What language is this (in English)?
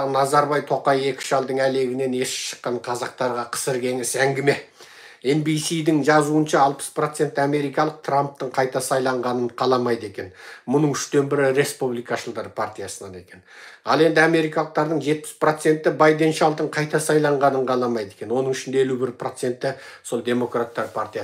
Kazakh